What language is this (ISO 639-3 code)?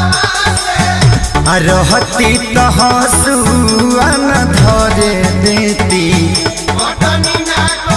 bho